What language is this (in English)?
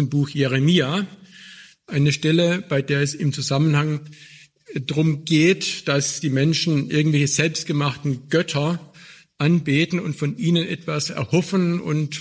German